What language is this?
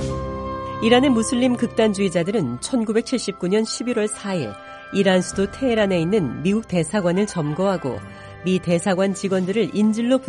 Korean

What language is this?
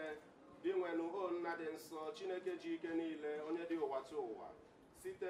Igbo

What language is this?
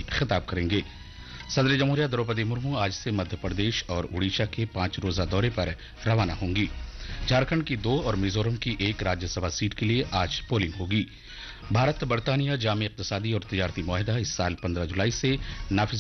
Urdu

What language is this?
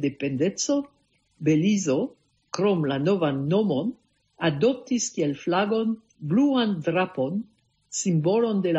Esperanto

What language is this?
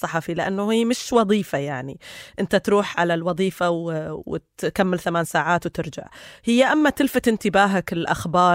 North Levantine Arabic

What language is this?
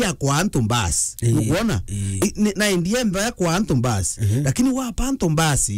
Meru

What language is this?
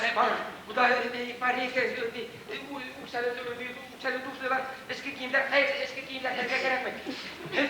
Bashkir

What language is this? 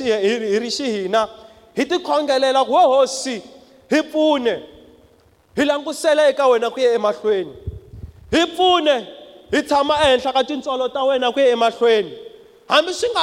Tsonga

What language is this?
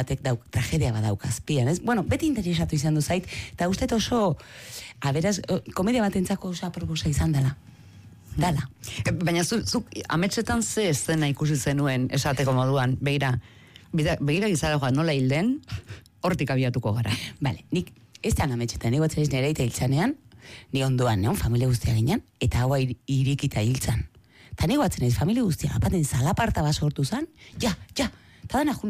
Basque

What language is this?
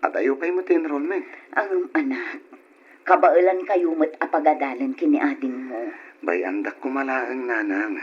Iloko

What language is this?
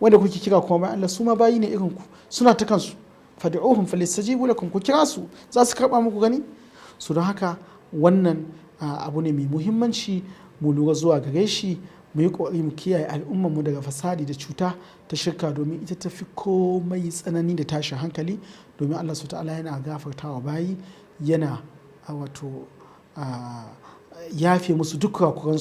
Hausa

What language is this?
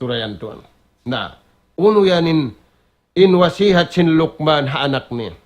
Tausug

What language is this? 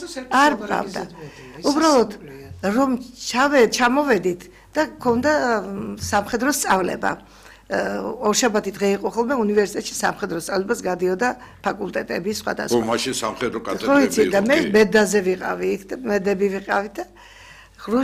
Georgian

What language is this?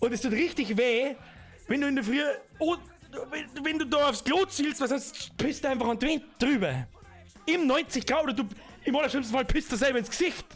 Bavarian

